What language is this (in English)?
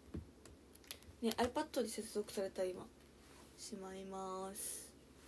Japanese